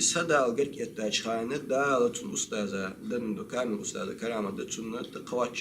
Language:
Ingush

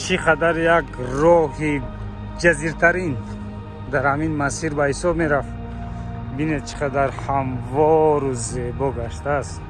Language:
Tajik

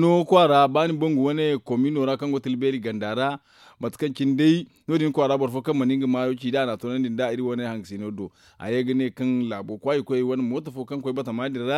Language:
Zarma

